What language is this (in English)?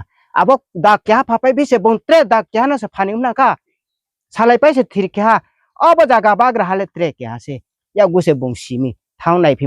Riang (India)